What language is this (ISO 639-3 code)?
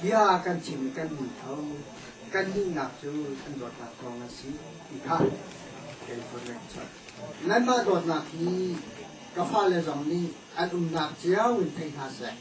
cnh